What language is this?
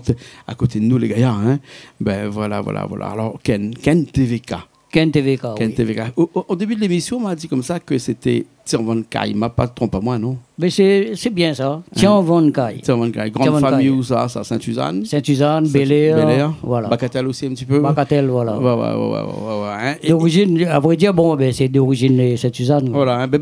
Réunion Creole French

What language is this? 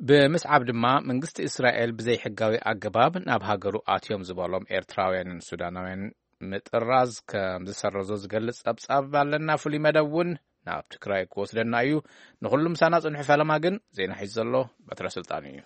Tigrinya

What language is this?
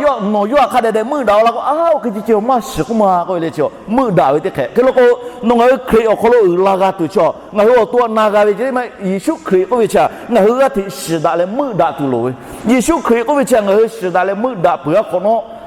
Lahu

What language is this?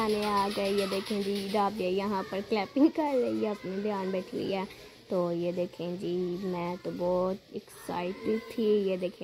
Hindi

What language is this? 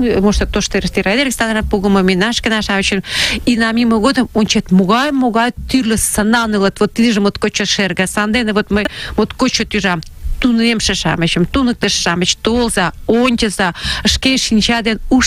Mari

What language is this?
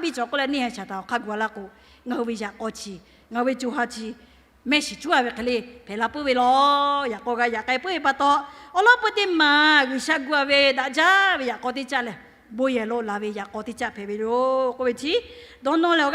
Lahu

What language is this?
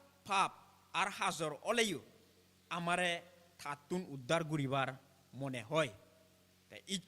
Chakma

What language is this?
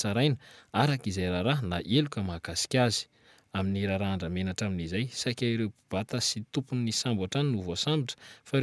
Malagasy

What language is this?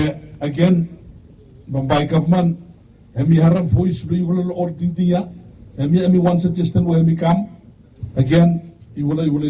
Bislama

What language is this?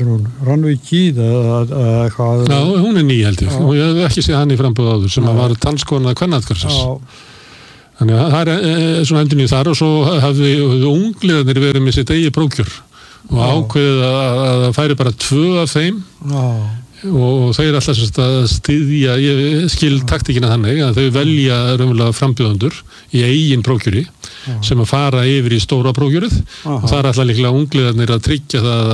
Icelandic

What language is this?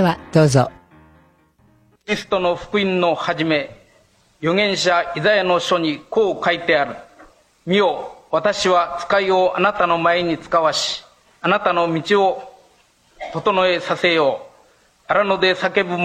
Japanese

